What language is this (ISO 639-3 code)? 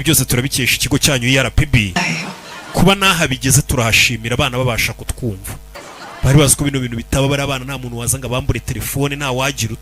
kin